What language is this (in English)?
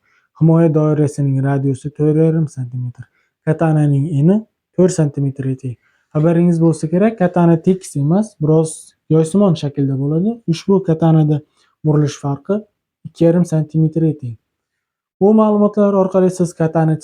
Uzbek